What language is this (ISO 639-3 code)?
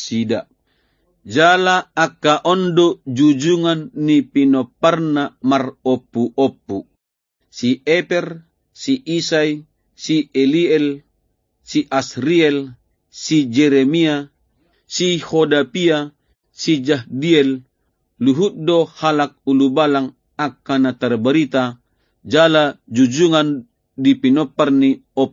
bbc